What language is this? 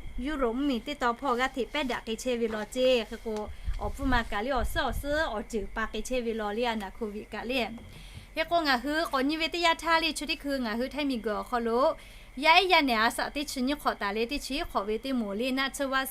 Lahu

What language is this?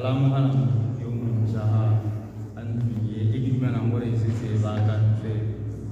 Tswana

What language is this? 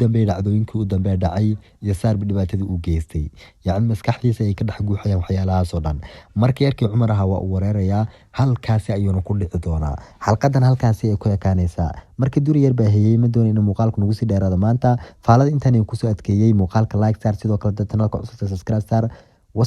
Somali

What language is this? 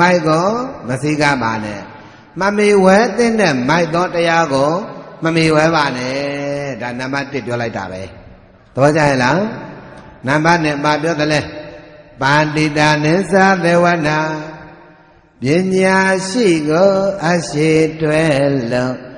Burmese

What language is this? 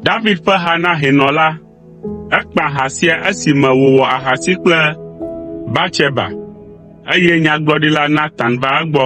Ewe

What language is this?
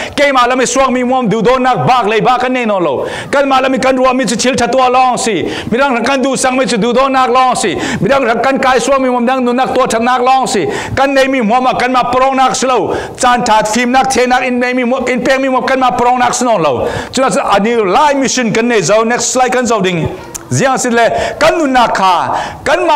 Falam Chin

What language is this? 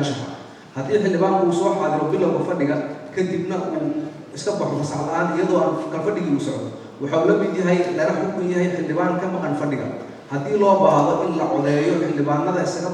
Somali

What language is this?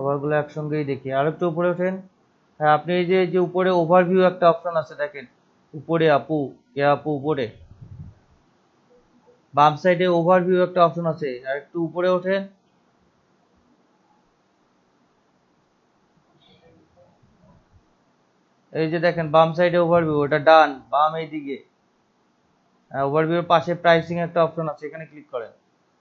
Bangla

